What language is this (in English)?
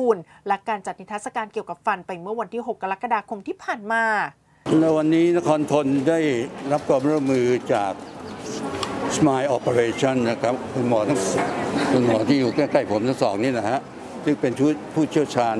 Thai